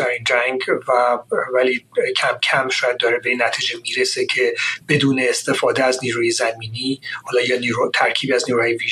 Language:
Persian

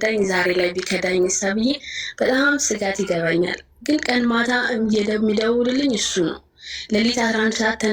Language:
Amharic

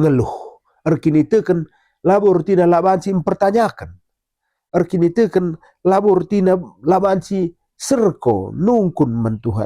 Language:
Batak Karo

